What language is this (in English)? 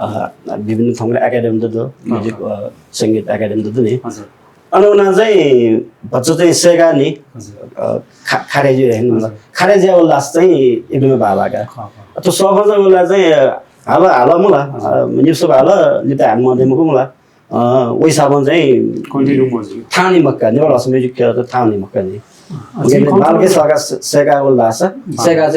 Newari